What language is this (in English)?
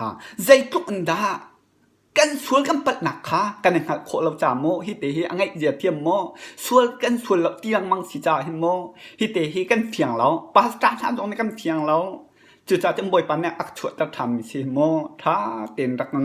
Hakha Chin